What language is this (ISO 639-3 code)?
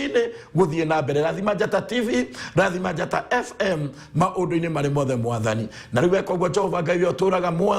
kik